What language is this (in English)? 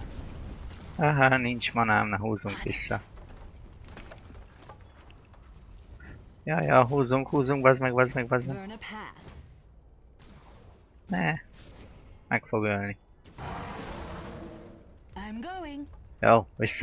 Hungarian